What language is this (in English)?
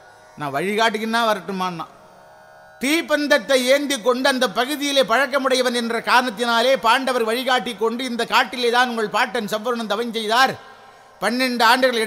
Tamil